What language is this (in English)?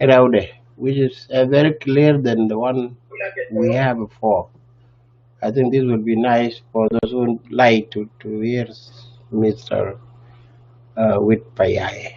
Nuer